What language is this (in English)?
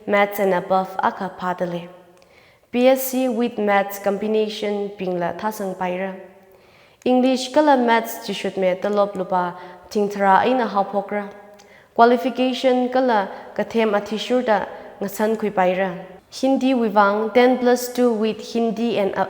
Tangkhul Naga (India)